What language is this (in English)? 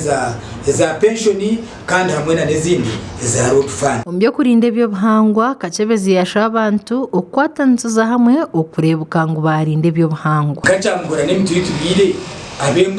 Nyankole